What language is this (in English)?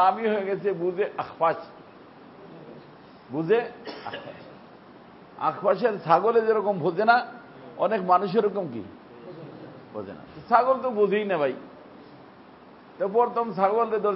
Bangla